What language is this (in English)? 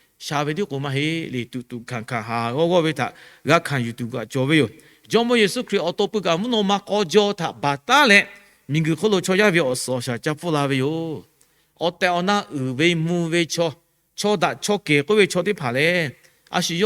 Lahu